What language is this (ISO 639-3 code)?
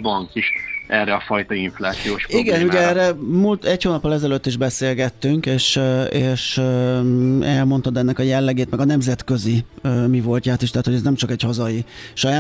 hun